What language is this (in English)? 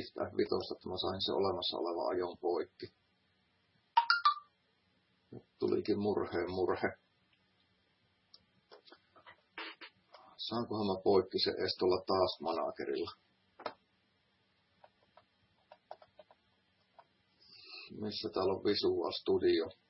Finnish